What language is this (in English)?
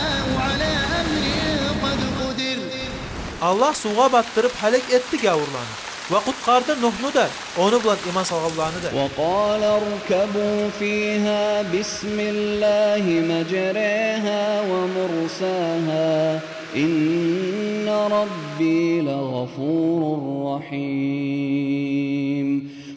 Kumyk